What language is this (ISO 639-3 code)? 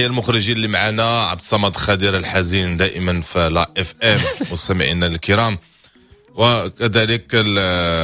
ary